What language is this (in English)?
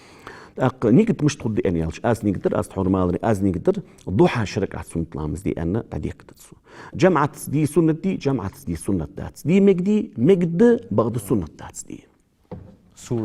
Ingush